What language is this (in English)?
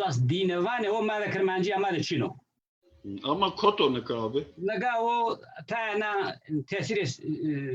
Zaza